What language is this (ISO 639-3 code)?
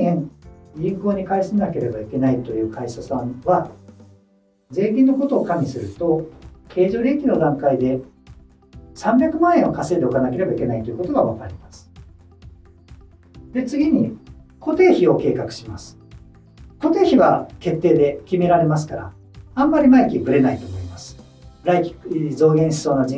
jpn